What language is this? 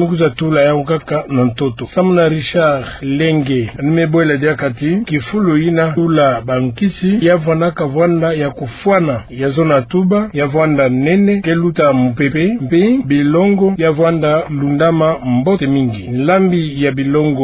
Kituba (Democratic Republic of Congo)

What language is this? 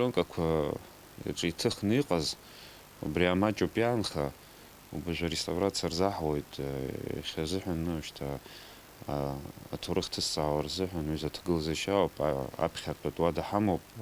Abkhazian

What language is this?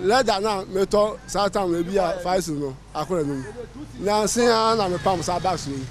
Akan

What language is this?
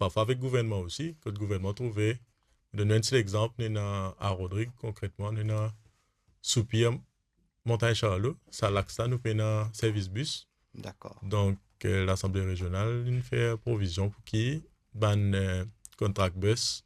Morisyen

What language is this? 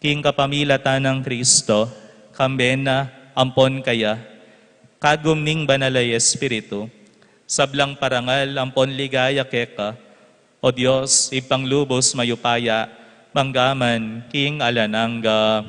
Pampanga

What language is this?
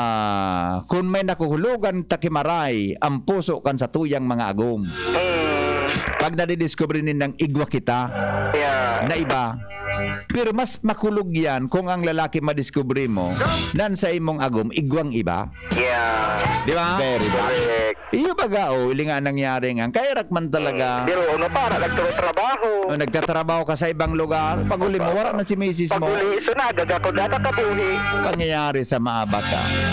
Bikol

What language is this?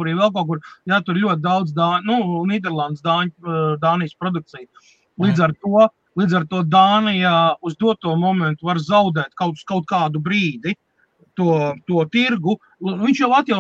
Latvian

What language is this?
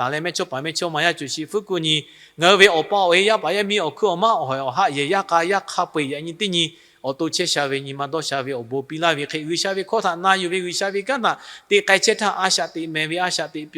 Lahu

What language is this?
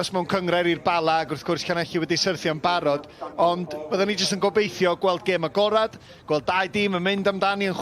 Welsh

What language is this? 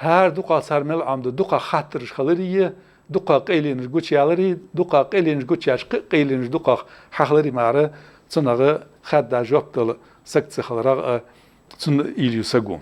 Ingush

